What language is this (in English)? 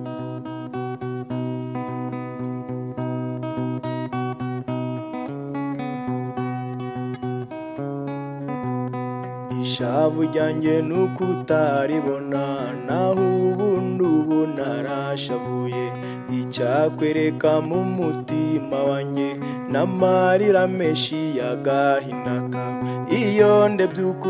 Kinyarwanda